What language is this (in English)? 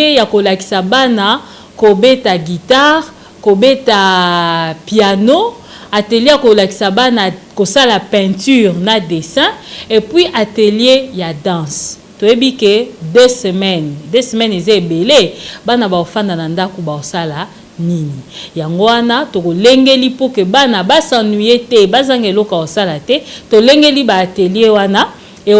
Lingala